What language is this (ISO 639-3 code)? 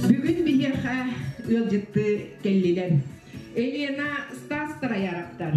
sah